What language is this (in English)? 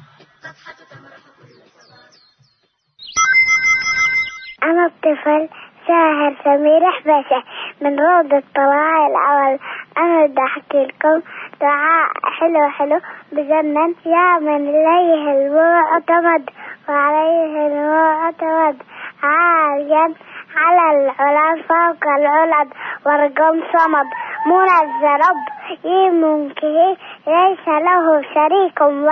Arabic